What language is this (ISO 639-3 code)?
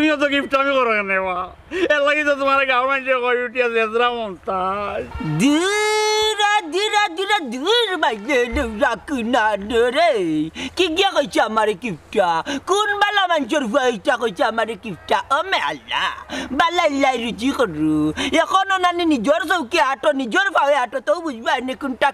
syl